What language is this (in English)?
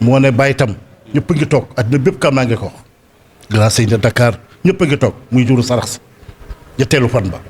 Wolof